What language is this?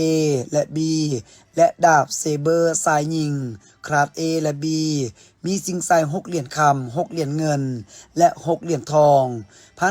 Lao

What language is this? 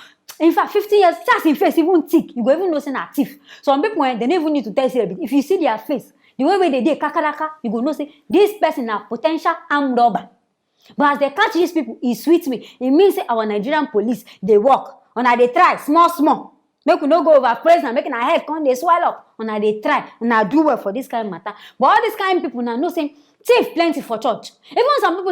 Nigerian Pidgin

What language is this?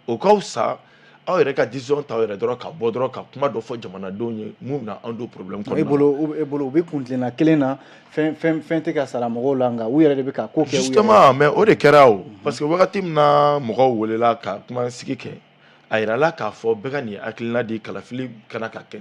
Bambara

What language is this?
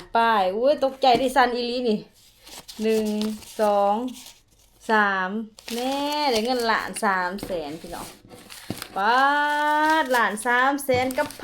Lao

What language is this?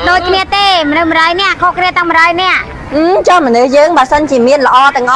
Khmer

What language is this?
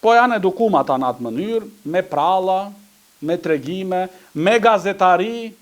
Albanian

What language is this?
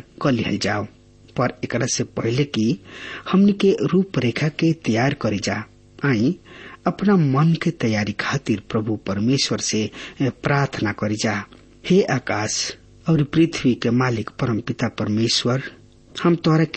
Bhojpuri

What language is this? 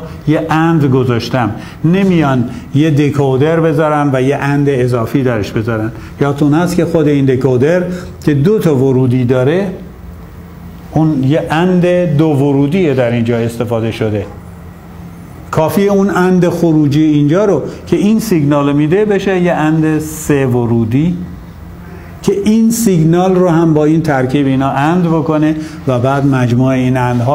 Persian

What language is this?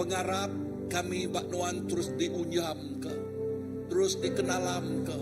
Iban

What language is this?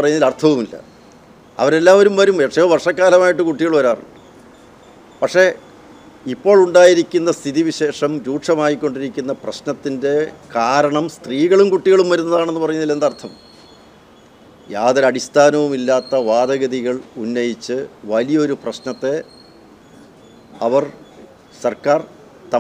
Malayalam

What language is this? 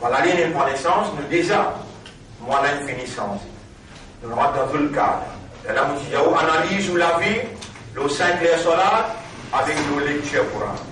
Morisyen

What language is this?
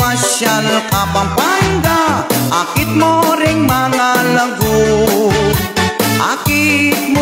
Pampanga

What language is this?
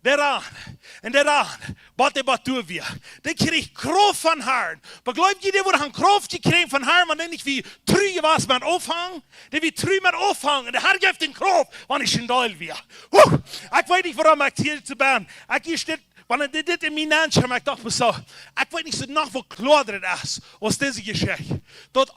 Plautdietsch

